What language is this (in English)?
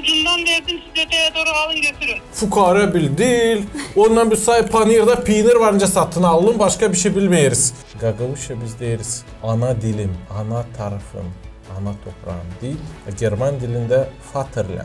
Gagauz